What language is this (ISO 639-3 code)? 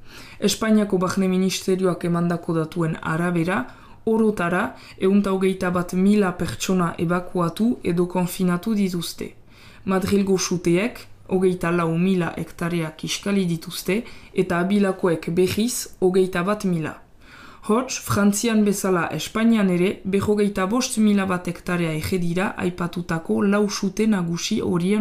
eus